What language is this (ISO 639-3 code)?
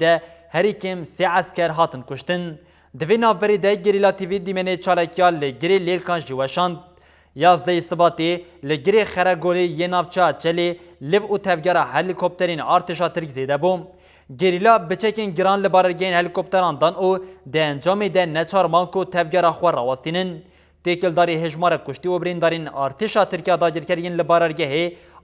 kur